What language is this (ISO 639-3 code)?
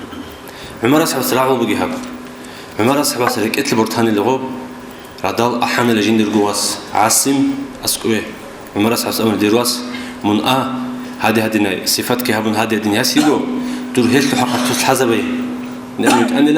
ava